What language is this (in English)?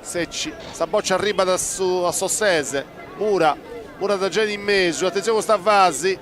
Sardinian